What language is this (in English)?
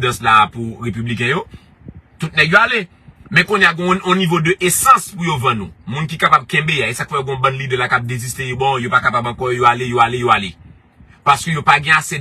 Haitian Creole